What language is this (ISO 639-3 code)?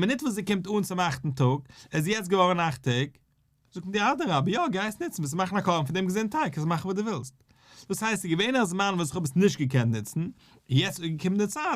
yid